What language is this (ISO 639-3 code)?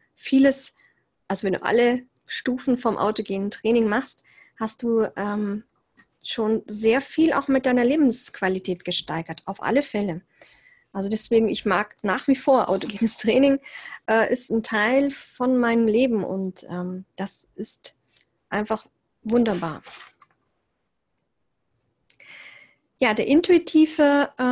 deu